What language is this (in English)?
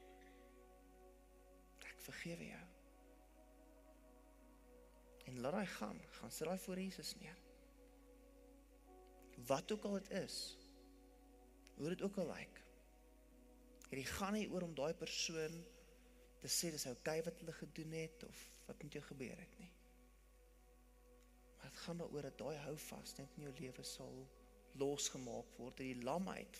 Afrikaans